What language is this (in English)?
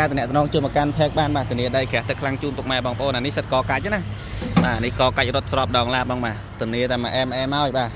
Khmer